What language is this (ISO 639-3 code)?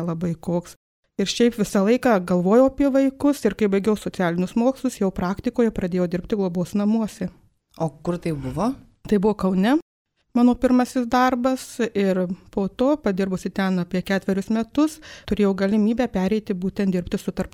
lit